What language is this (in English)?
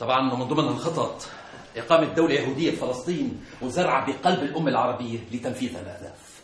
North Levantine Arabic